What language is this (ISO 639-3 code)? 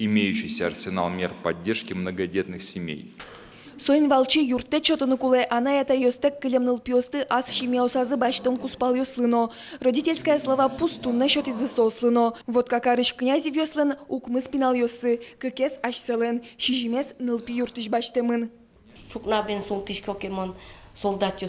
udm